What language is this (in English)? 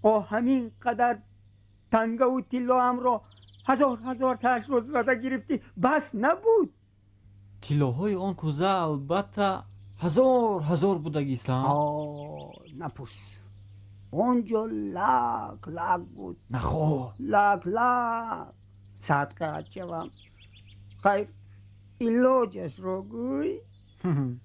Tajik